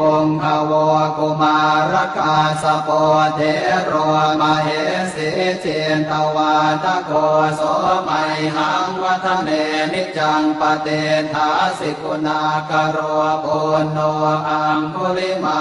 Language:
Pali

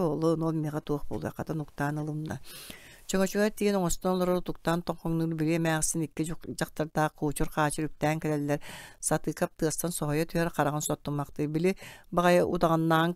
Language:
Yakut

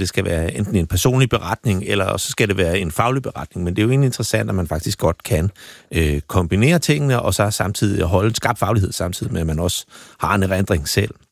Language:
Danish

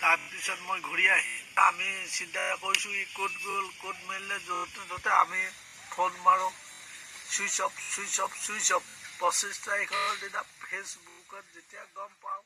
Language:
Assamese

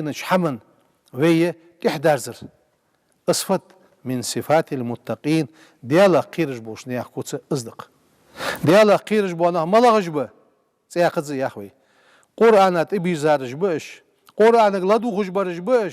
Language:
Ingush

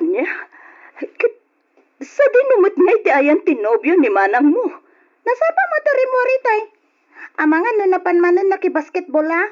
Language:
Iloko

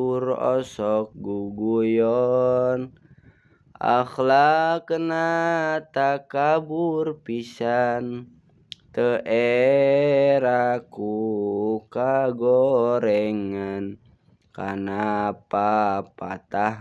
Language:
Sundanese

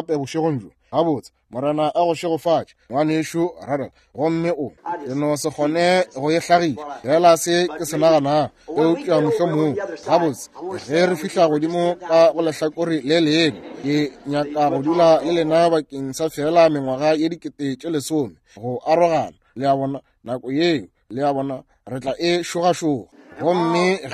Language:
Northern Sotho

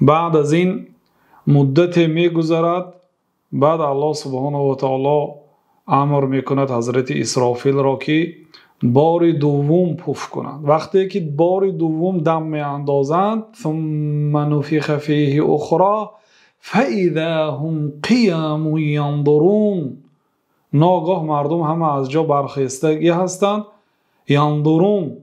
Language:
Persian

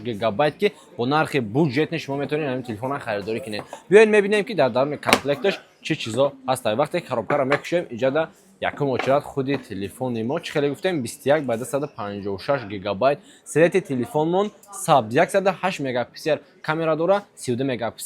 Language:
Tajik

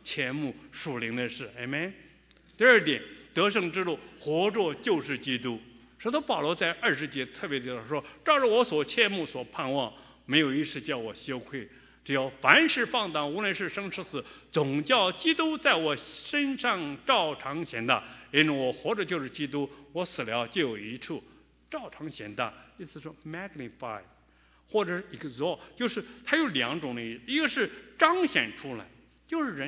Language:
Chinese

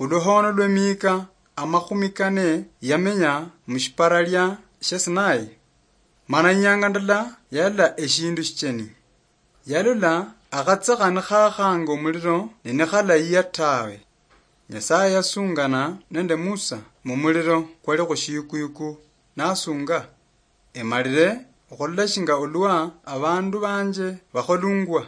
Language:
Luyia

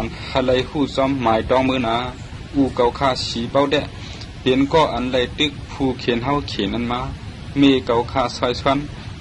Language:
Shan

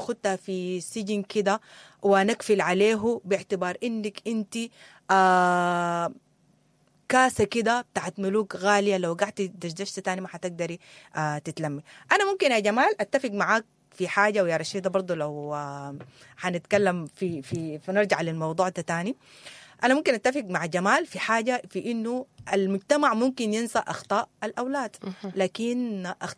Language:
Sudanese Arabic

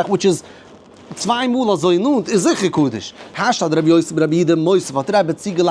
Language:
Yiddish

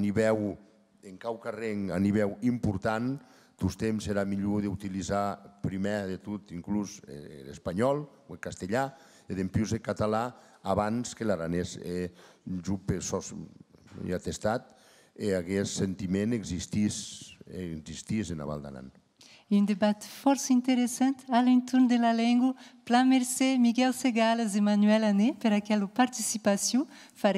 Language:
Occitan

